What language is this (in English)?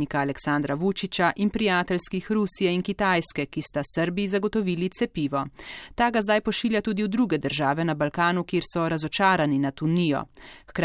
Slovenian